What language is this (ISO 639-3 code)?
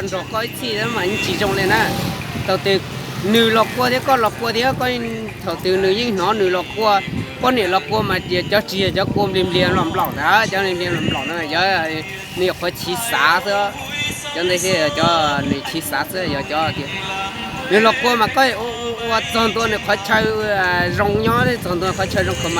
hmn